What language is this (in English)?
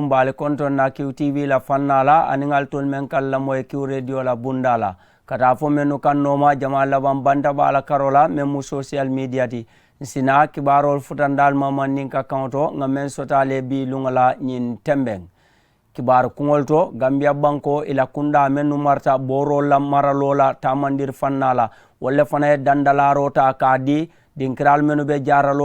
Mandingo